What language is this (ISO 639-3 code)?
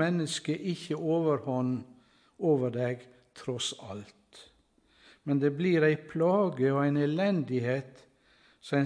nor